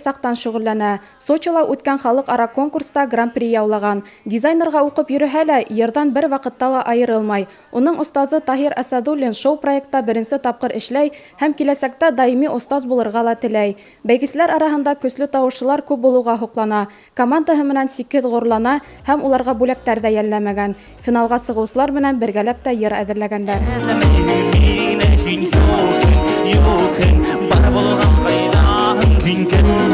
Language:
Bashkir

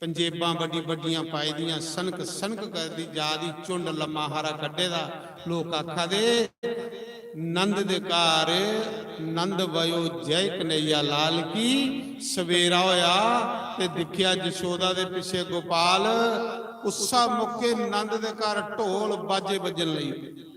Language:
Dogri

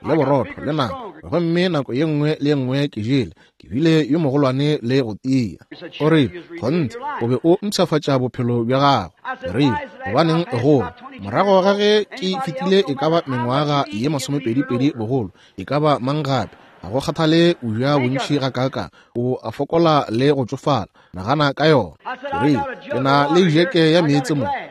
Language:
Northern Sotho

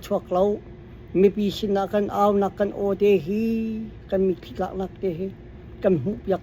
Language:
Hakha Chin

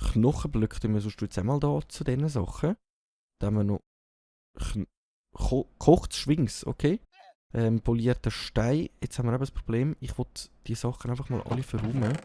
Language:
Swiss German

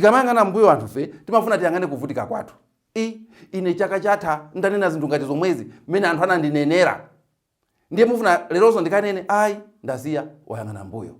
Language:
Nyanja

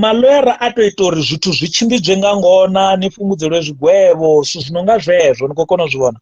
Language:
Venda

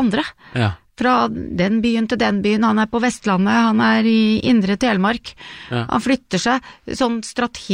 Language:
Norwegian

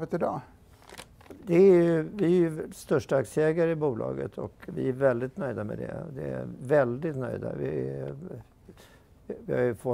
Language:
Swedish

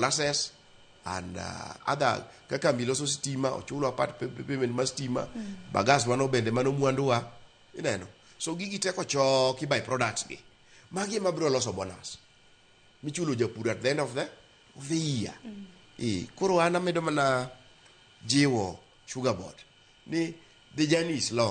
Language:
Luo (Kenya and Tanzania)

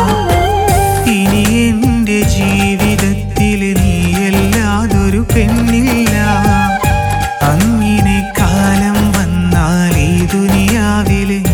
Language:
Malayalam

